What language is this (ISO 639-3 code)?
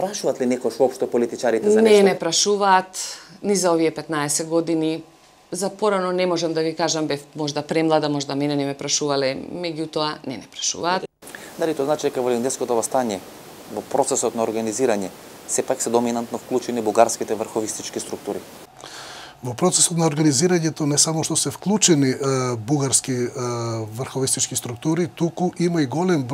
mkd